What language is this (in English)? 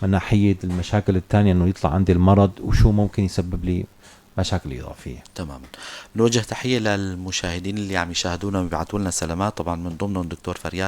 North Levantine Arabic